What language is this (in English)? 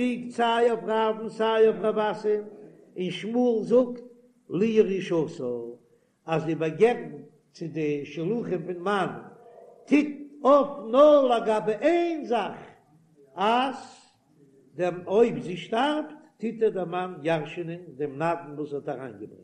Yiddish